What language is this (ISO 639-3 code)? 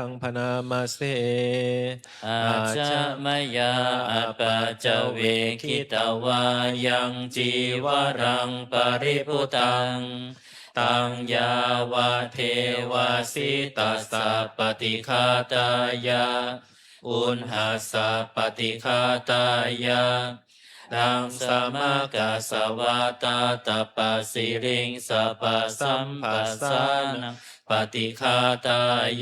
pli